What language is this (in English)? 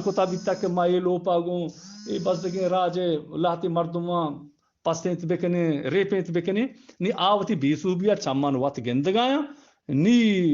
Eastern Balochi